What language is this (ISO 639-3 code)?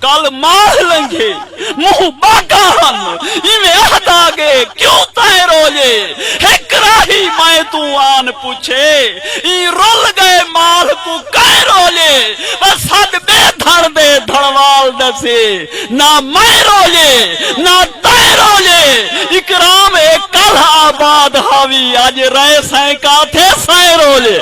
skr